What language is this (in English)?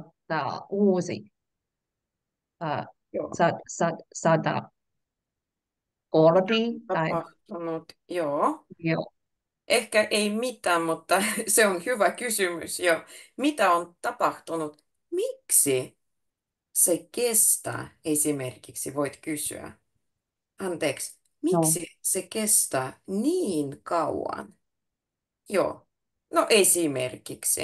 Finnish